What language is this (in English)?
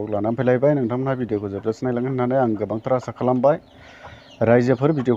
Bodo